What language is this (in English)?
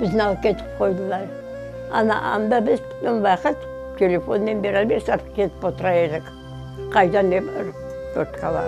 Crimean Tatar